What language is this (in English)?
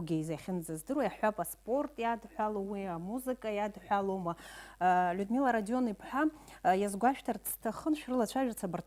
Abkhazian